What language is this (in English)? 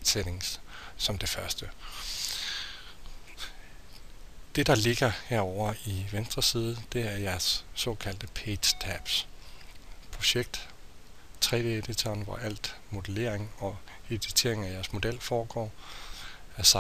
Danish